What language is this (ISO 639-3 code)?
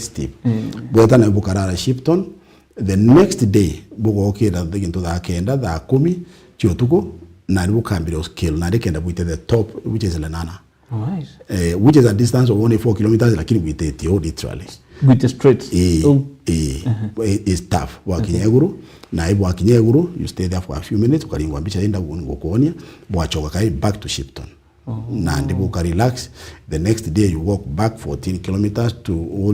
mer